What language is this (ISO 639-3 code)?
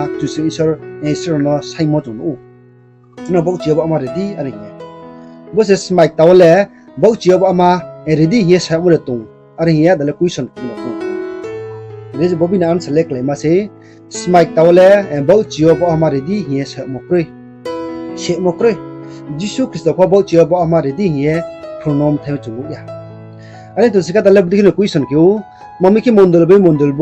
ria